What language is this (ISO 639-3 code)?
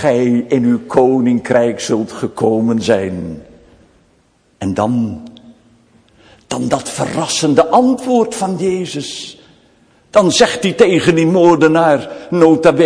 nld